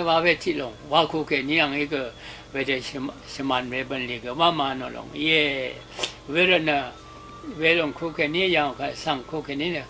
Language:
Rawang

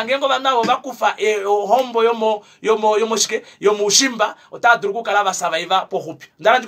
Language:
Kuanyama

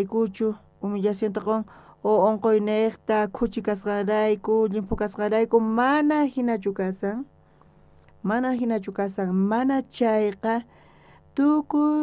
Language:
South Bolivian Quechua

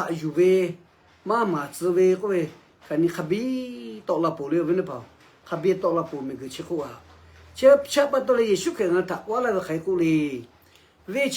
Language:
Lahu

